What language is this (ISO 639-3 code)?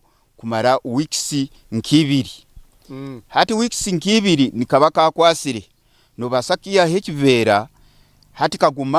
nyn